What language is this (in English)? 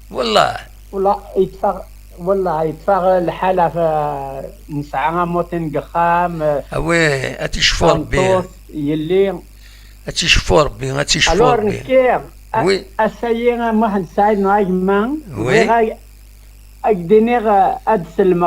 Kabyle